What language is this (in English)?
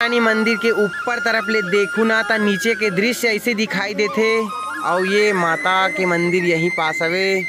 Chhattisgarhi